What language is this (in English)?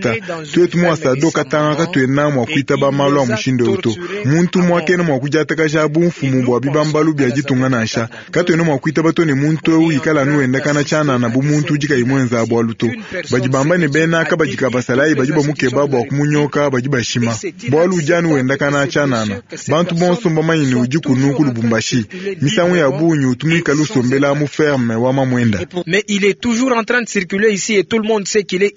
Luba-Lulua